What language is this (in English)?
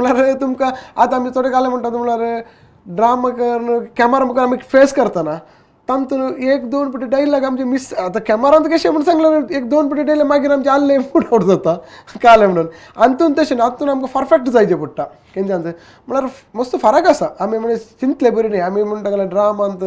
Konkani